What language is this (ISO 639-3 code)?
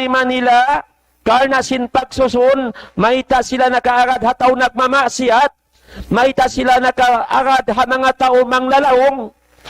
tsg